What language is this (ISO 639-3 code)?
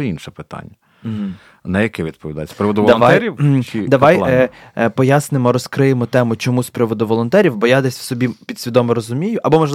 ukr